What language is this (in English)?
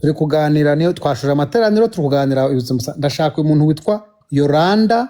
Kinyarwanda